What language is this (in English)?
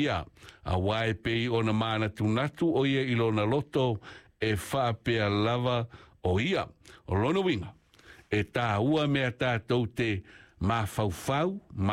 Samoan